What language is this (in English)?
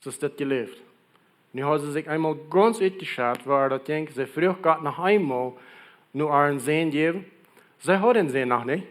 Plautdietsch